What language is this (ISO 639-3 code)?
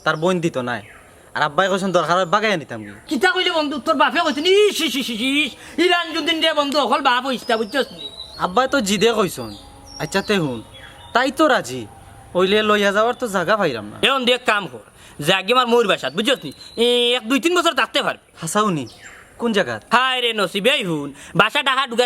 syl